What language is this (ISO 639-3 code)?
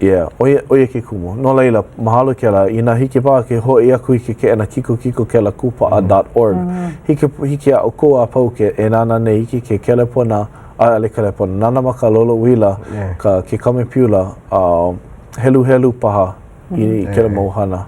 haw